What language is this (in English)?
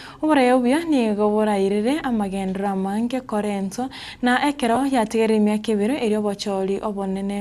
Gusii